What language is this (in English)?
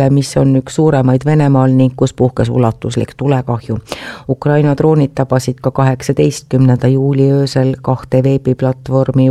Estonian